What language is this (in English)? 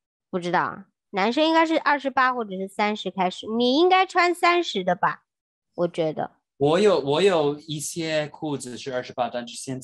Chinese